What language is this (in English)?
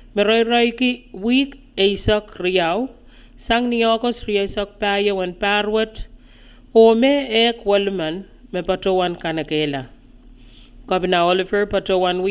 Pohnpeian